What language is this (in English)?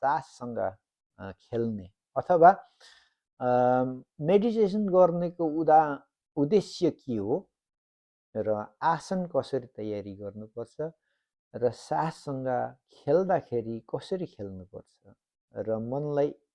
Nepali